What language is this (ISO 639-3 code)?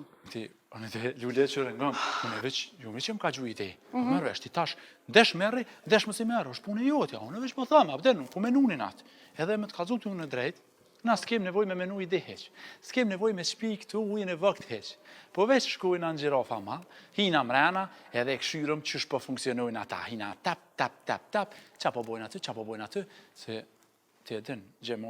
sqi